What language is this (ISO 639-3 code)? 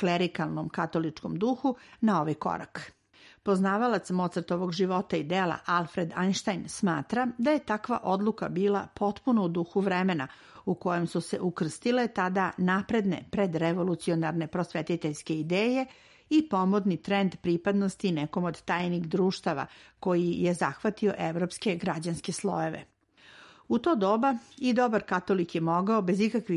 srp